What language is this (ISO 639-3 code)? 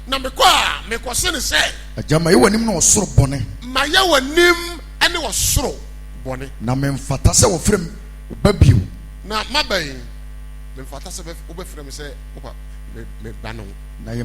aka